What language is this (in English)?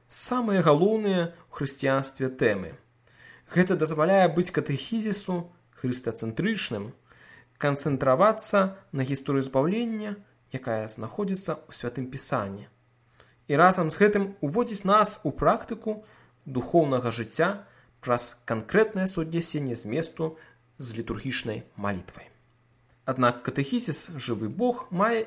Belarusian